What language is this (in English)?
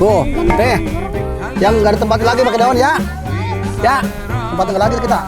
Betawi